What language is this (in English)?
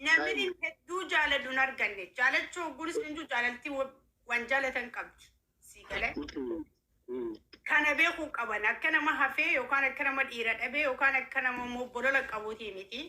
Oromo